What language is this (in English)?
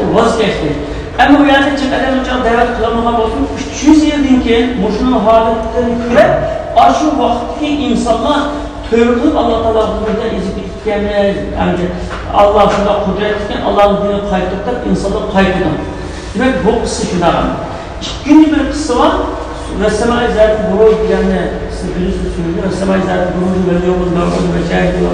Uyghur